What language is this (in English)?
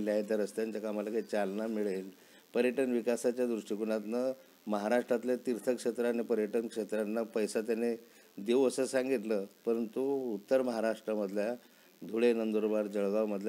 Marathi